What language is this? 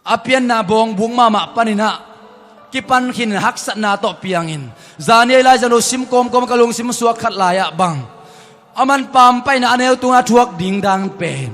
Tedim Chin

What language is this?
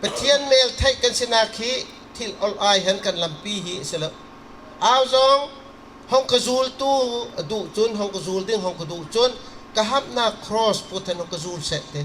Bawm Chin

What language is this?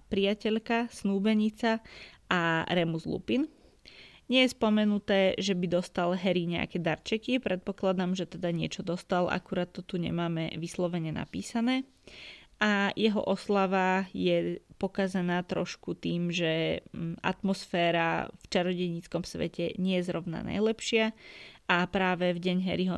Slovak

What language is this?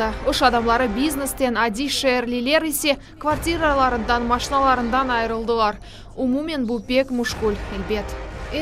Crimean Tatar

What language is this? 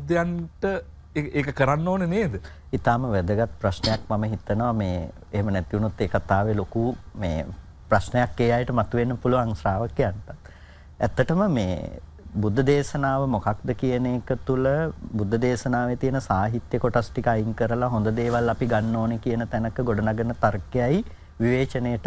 Sinhala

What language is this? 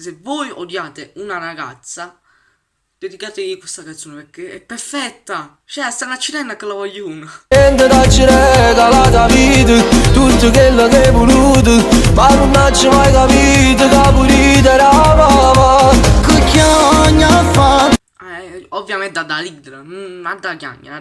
Neapolitan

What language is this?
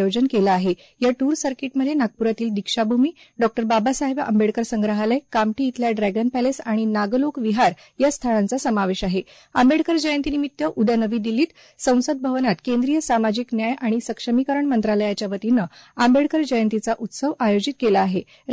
Marathi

